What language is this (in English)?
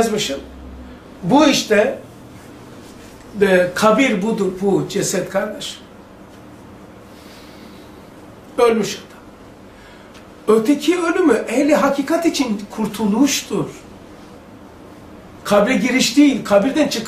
Turkish